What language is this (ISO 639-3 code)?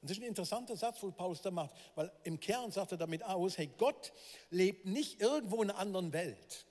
gsw